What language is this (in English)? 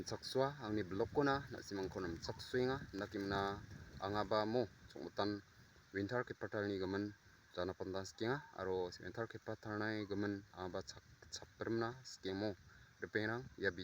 Garo